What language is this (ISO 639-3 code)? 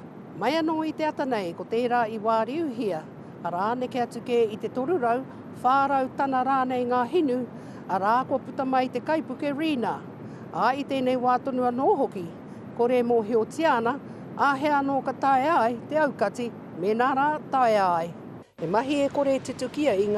mri